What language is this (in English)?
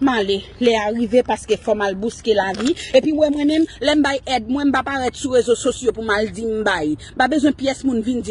Haitian Creole